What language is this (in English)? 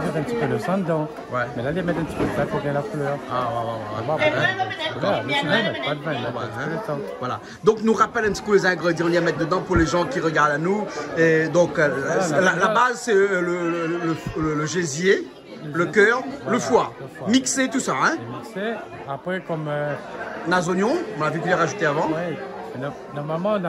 Réunion Creole French